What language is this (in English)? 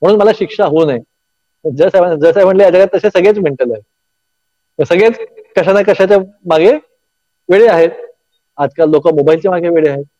Marathi